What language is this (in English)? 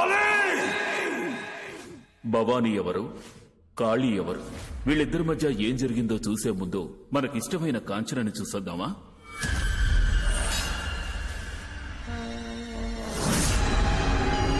Telugu